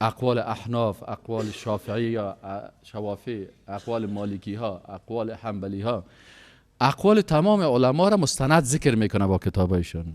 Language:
Persian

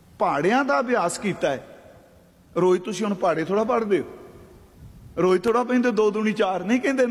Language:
Punjabi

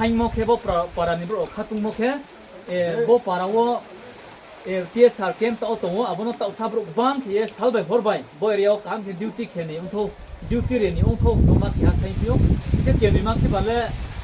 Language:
Riang (India)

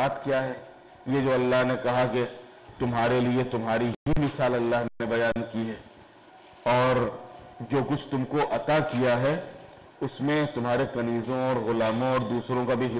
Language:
Urdu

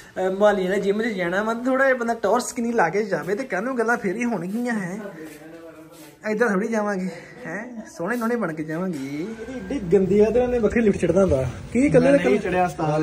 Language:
Punjabi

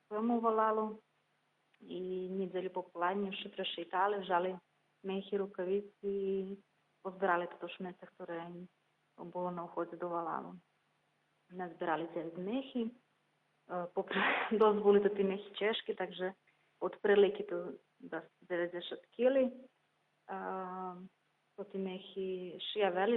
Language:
Rusyn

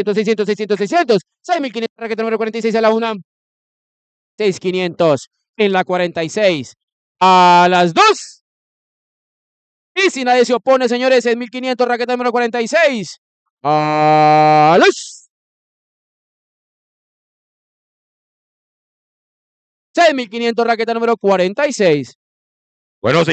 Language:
Spanish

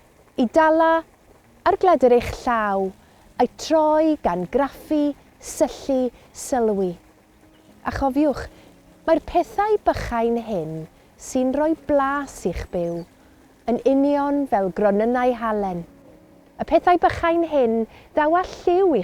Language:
Welsh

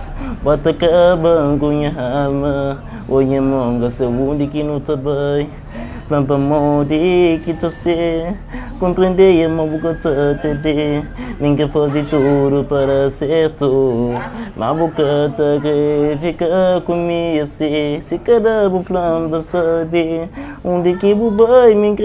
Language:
Kabuverdianu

